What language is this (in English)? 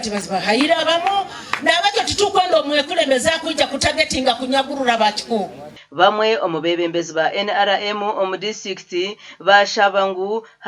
Nyankole